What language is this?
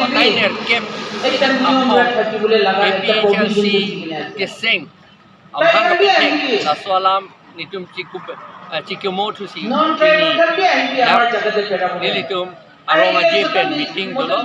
Karbi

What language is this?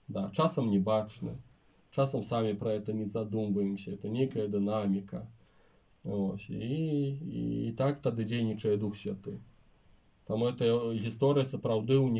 Belarusian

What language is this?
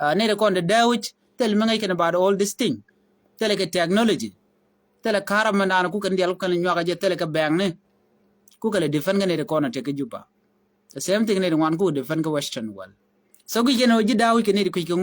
Nuer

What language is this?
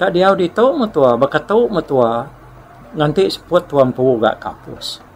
Iban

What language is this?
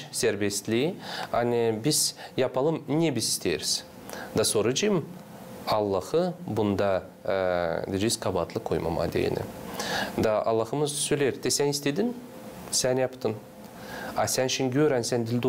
Gagauz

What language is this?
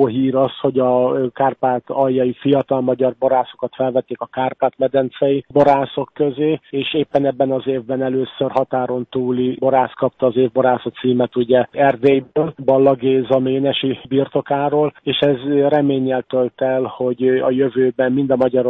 Hungarian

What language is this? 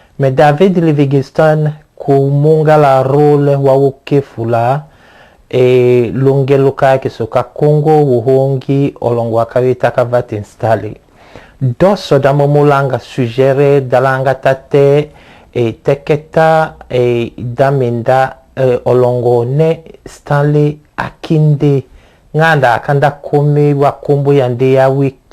Tetela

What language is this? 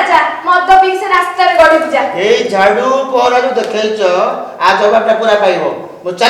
Odia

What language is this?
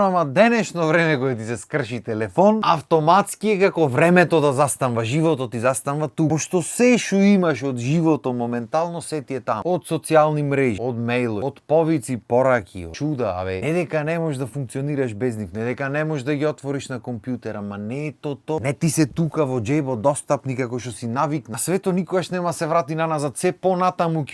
Macedonian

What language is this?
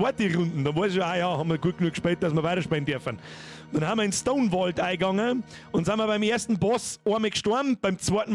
Bavarian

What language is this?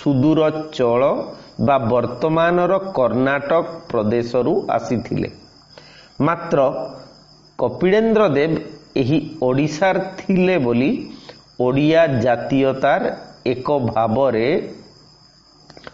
Odia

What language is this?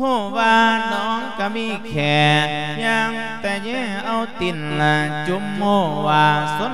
Lao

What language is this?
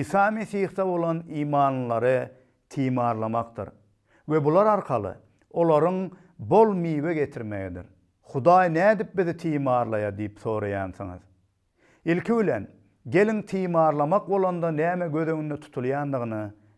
Turkmen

